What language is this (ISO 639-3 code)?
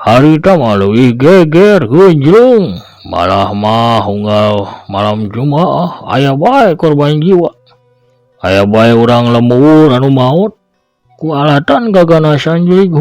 sun